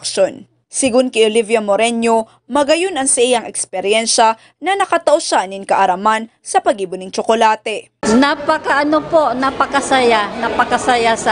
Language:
Bikol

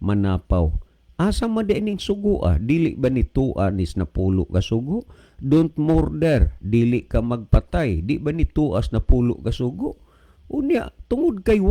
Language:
Cebuano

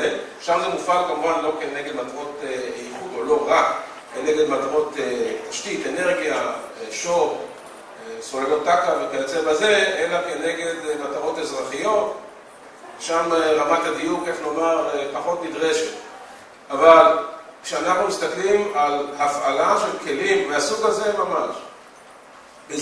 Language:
Hebrew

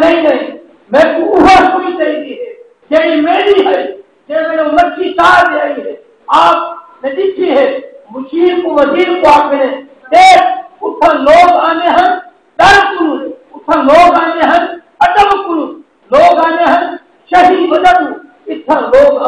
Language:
Saraiki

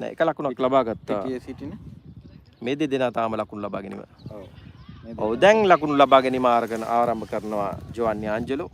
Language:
Sinhala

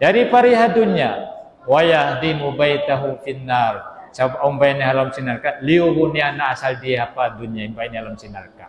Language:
Tausug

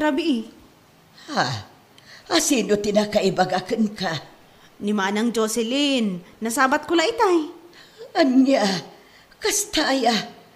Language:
Iloko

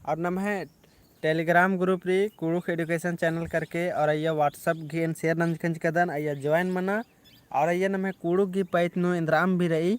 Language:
Kurukh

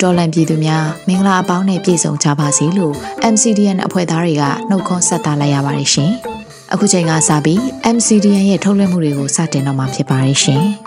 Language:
Burmese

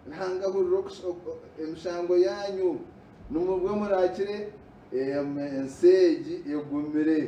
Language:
Nyankole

